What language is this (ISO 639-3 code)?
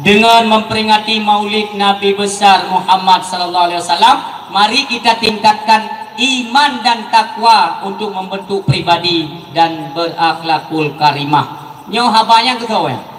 ace